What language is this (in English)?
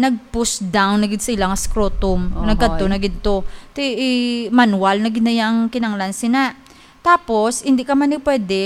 Hiligaynon